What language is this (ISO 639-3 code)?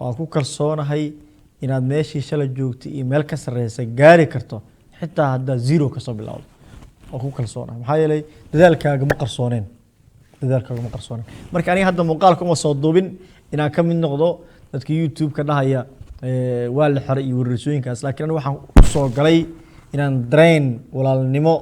som